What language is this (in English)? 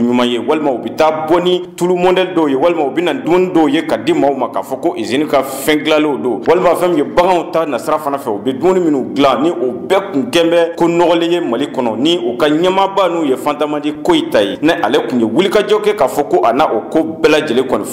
Bambara